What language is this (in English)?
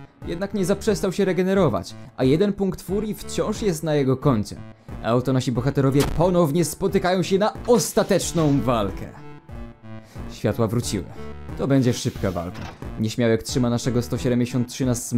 Polish